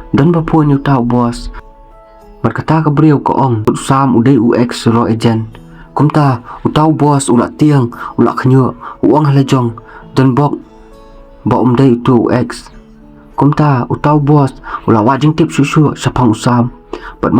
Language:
Khasi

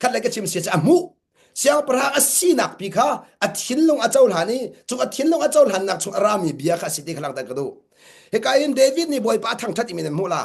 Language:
Hakha Chin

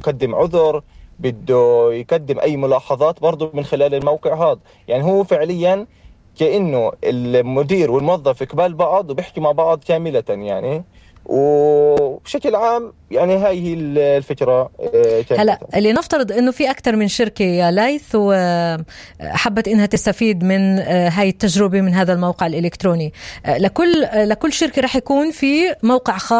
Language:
North Levantine Arabic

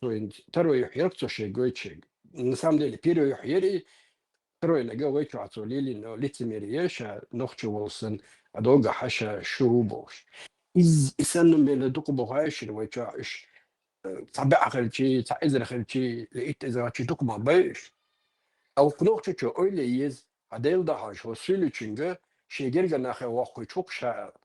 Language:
Chechen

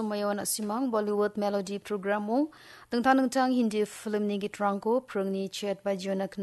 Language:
Garo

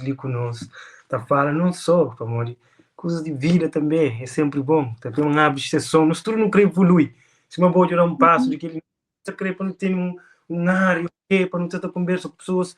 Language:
Kabuverdianu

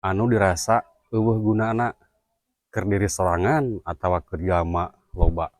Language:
Sundanese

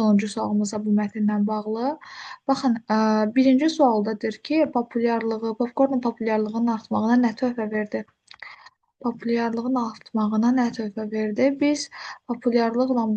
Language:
Azerbaijani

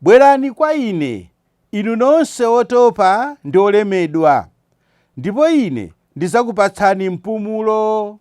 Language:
Nyanja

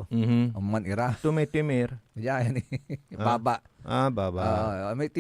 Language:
Pangasinan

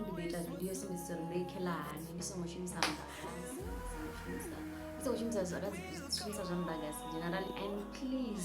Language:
Venda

